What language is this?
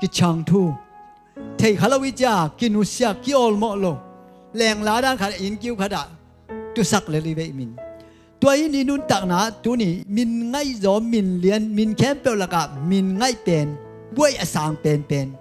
Tedim Chin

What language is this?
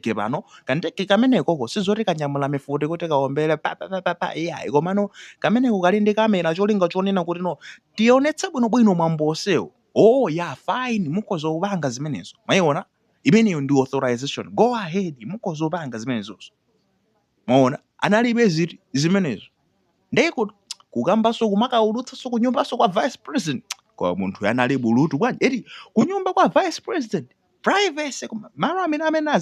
Nyanja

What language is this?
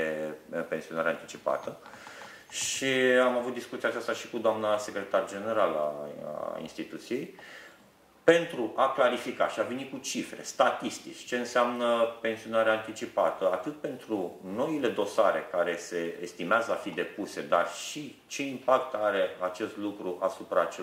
Romanian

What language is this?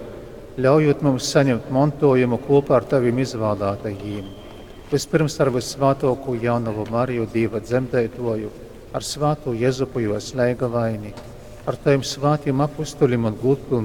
Latgalian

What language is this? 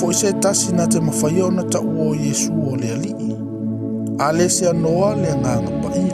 Samoan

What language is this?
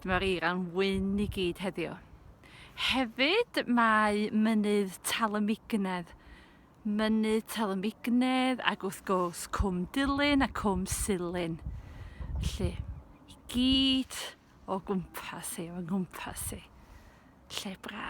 Welsh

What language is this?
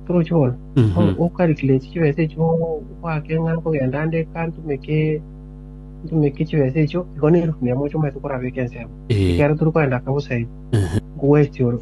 Gusii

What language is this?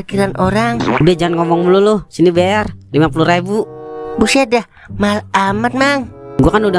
Betawi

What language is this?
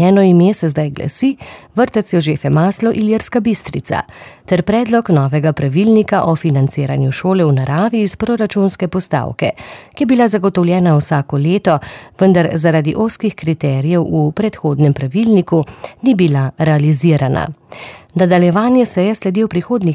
Slovenian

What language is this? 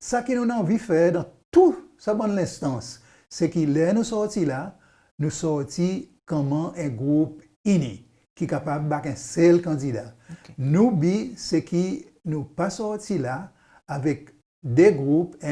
Seselwa Creole French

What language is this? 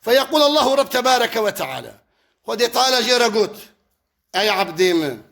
Kurdish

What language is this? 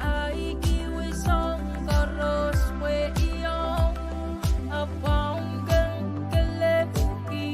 Pohnpeian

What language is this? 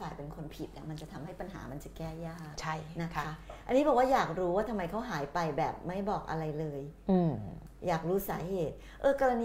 Thai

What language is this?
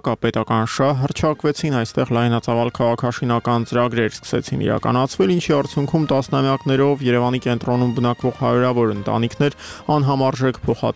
Armenian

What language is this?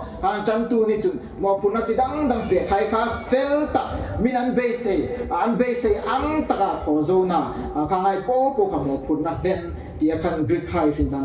Hmar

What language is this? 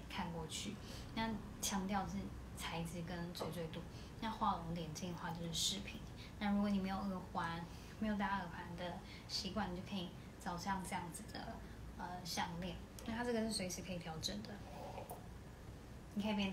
Chinese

